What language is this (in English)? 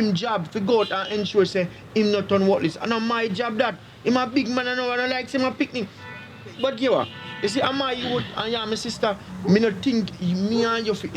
Jamaican Creole English